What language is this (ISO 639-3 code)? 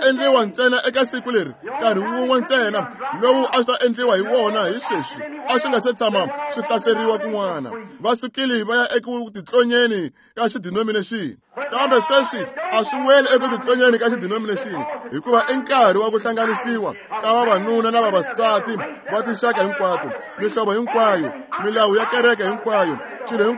tso